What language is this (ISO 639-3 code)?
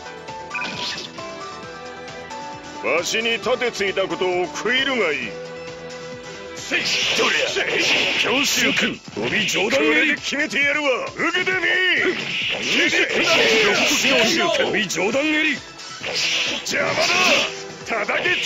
jpn